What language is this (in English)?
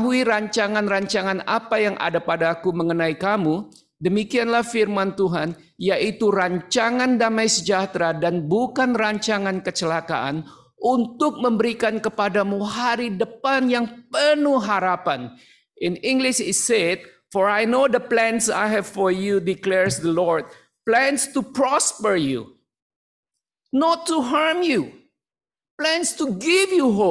Indonesian